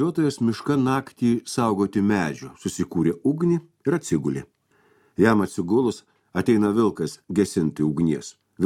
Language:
Lithuanian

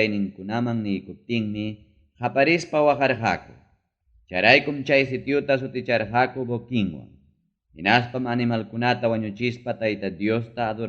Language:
Ayacucho Quechua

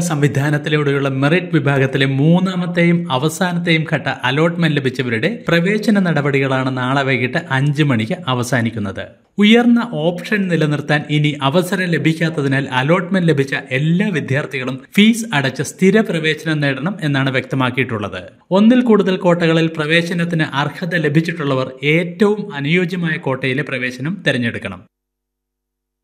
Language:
Malayalam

